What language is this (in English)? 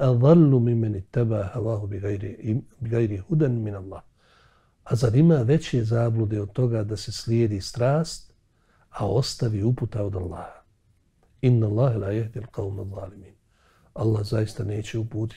Bosnian